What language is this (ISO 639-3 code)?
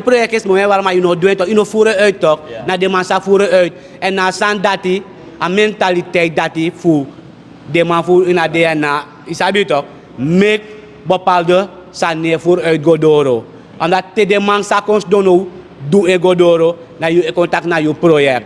srn